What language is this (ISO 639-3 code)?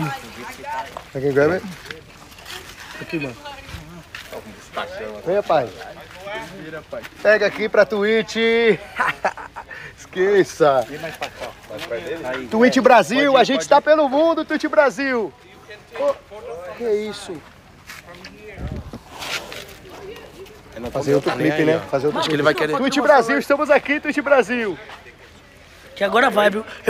por